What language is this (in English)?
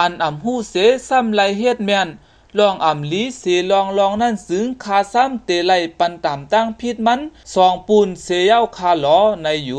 Shan